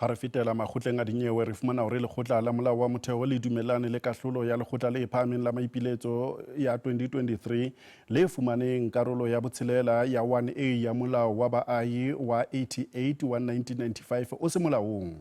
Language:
Southern Sotho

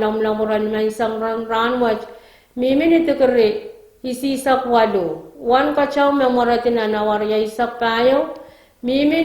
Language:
Pohnpeian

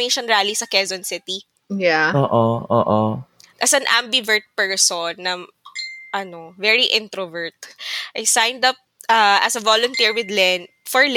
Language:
Filipino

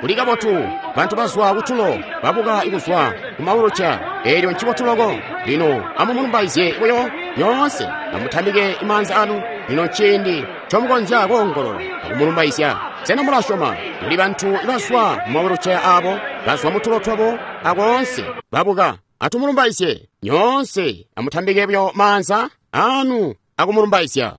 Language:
Tonga (Zambia)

